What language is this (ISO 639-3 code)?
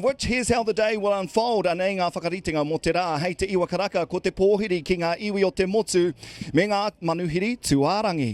mri